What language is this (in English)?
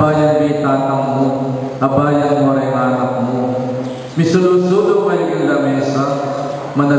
Pampanga